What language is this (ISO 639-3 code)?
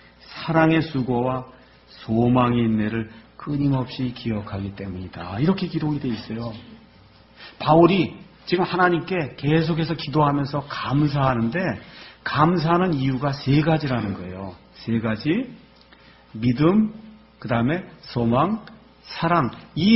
kor